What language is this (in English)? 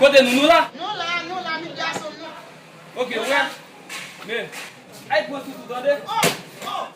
Haitian Creole